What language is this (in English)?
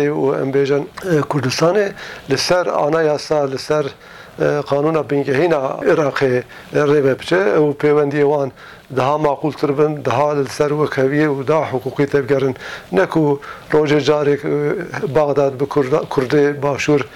Kurdish